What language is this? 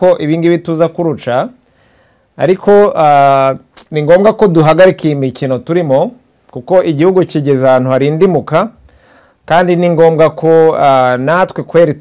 Kinyarwanda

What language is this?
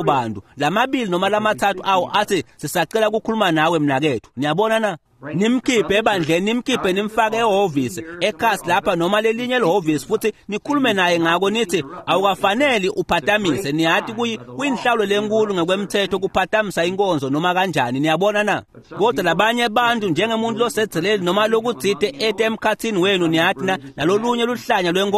Swati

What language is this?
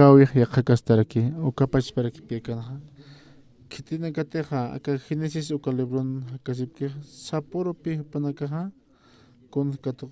Aymara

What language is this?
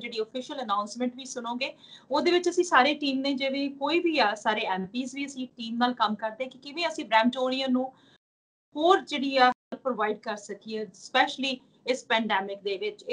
Punjabi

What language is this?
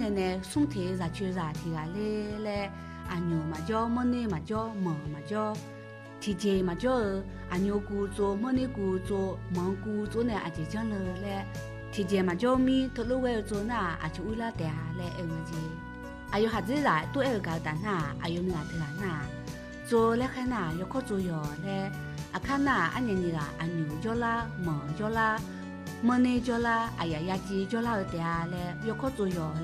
Akha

